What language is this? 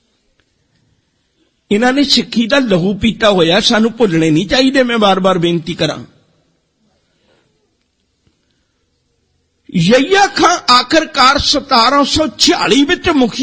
Punjabi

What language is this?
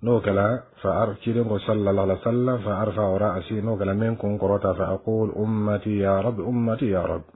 Bambara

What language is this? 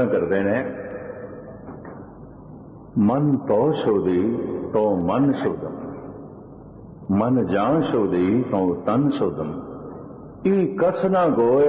Punjabi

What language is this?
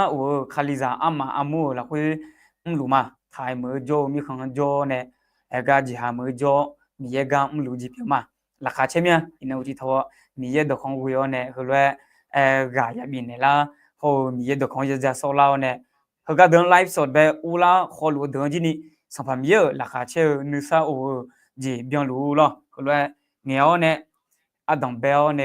Akha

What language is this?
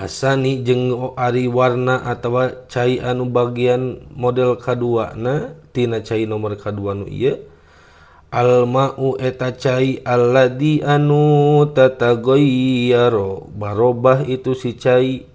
Sundanese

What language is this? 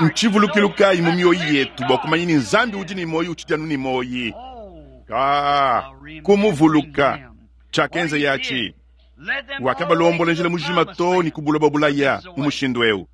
Luba-Lulua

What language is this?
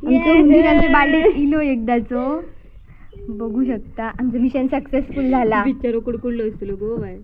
Konkani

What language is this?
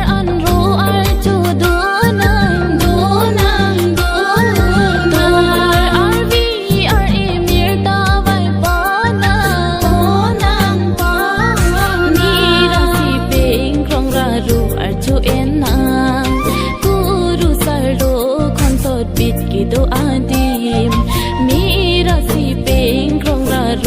Karbi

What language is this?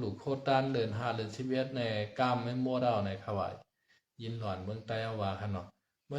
Shan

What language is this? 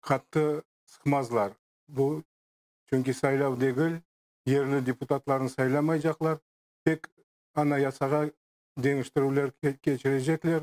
Crimean Tatar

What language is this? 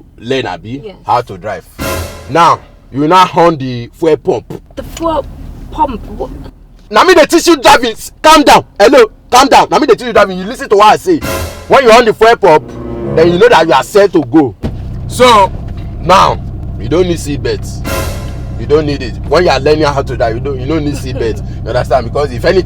Nigerian Pidgin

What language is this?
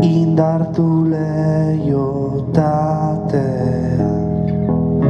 Basque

